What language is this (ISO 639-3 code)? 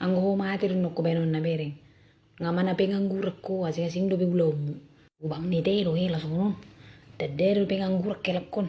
bbc